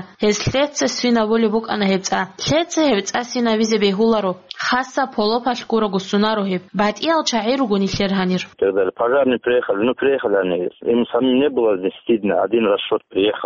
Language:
Avaric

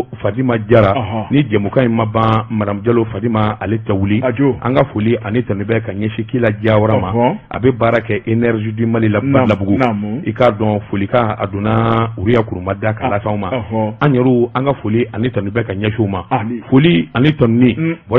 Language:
Bambara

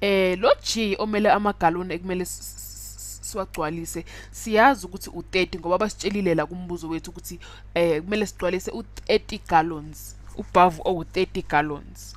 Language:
Zulu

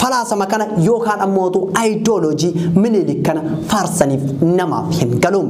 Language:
Oromo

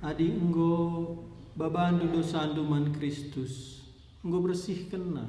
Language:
Batak Karo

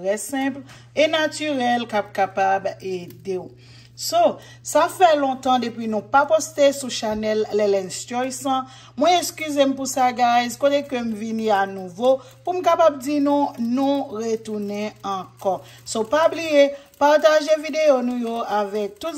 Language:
Haitian Creole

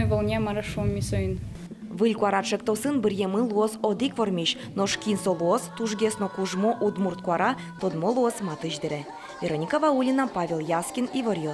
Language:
Udmurt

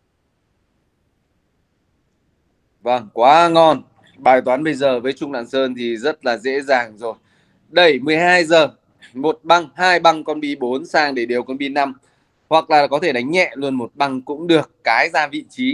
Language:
Vietnamese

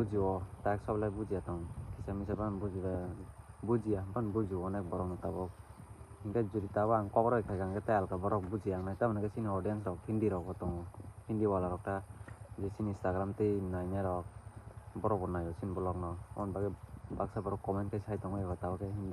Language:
Kok Borok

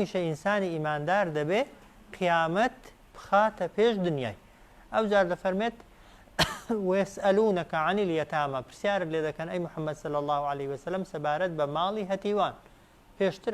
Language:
Central Kurdish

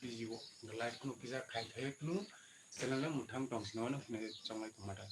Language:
Kok Borok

